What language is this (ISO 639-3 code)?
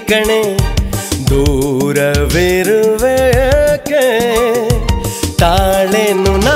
kan